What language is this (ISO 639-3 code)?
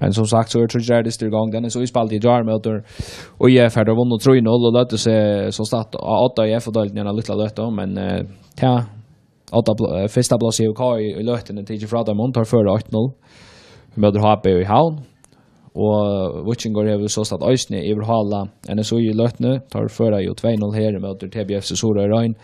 fao